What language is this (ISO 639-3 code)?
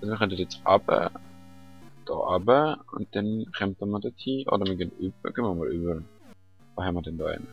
gsw